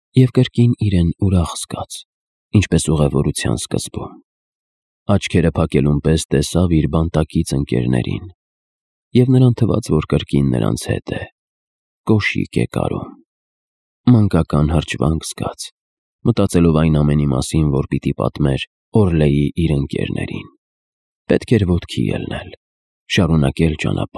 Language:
Armenian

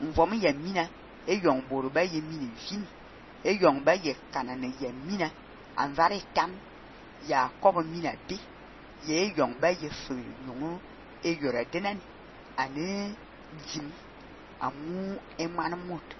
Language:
Fang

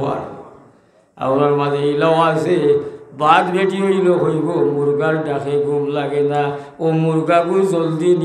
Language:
Sylheti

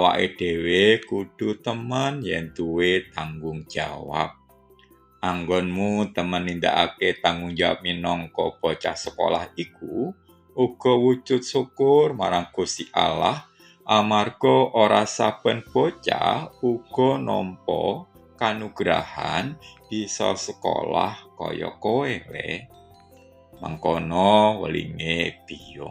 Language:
Javanese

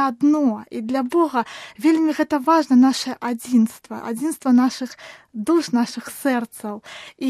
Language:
Belarusian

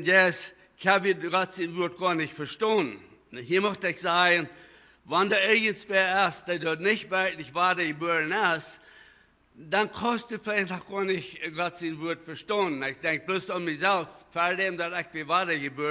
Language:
Plautdietsch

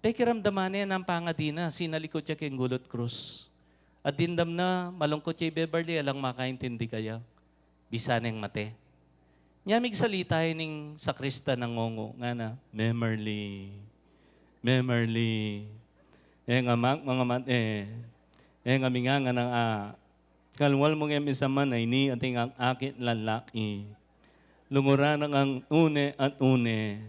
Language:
Pampanga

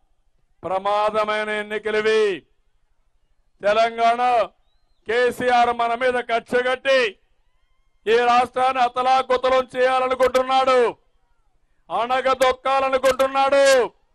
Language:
Telugu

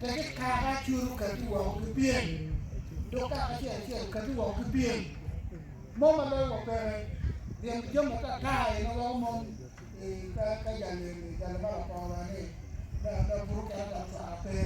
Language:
Acoli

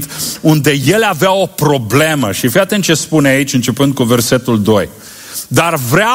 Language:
Romanian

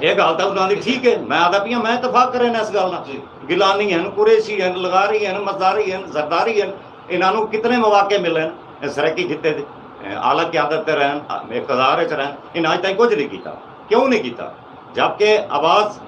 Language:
Saraiki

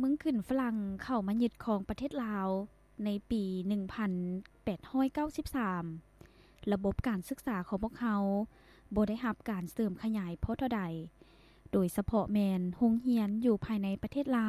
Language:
Lao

